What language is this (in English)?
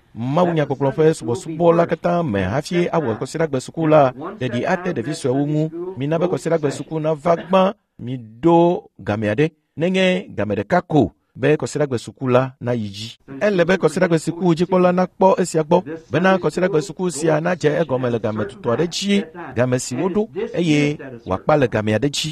Ewe